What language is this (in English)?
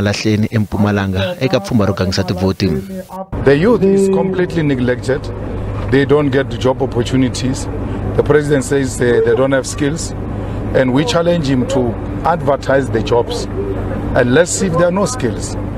Tsonga